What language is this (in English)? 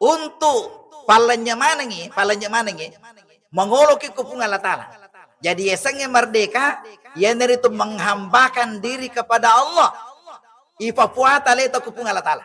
Buginese